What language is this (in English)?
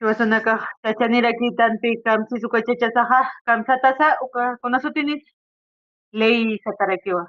Aymara